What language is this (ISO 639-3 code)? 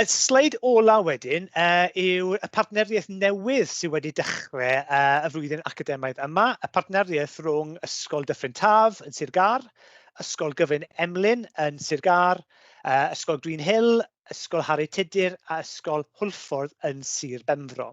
cym